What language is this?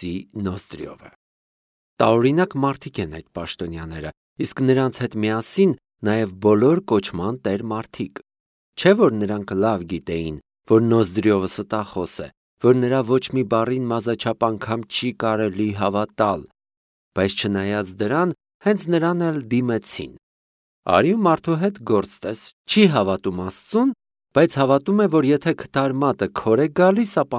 Armenian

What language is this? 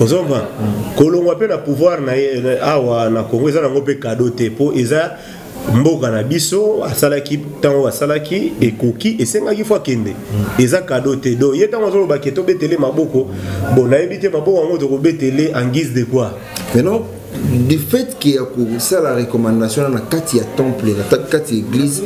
Lingala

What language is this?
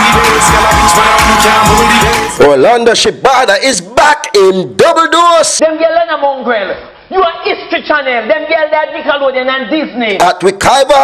Jamaican Creole English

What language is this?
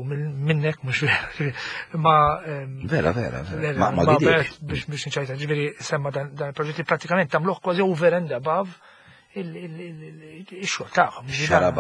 Maltese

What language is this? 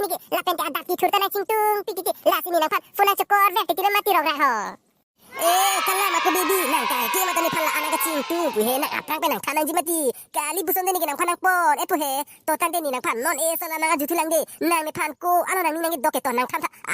Karbi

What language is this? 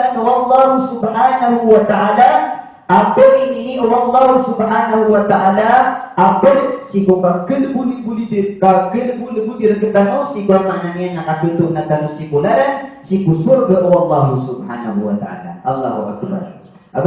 Maranao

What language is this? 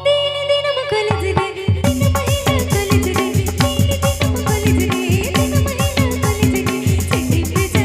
Santali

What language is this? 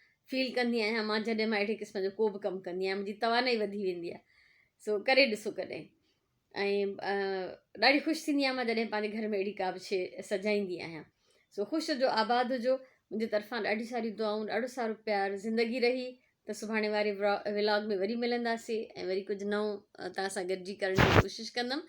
Sindhi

